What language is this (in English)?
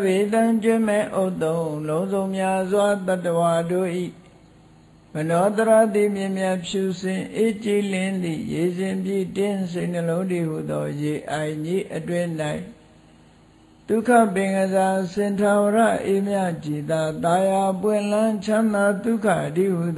Burmese